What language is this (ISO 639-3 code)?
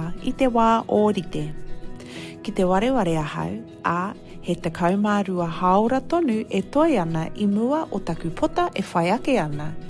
mri